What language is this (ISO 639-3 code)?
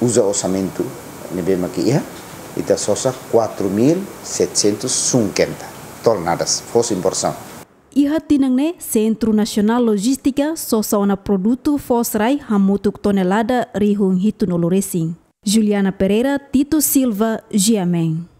tet